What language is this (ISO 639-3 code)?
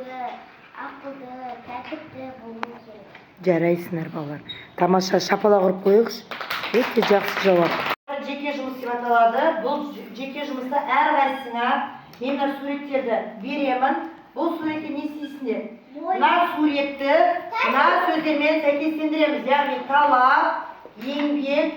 kaz